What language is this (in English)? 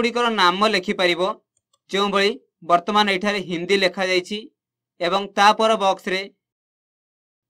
Odia